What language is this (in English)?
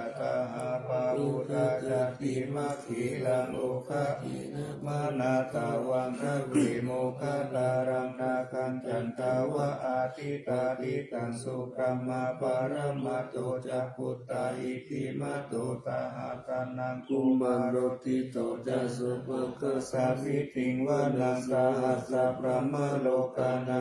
Pali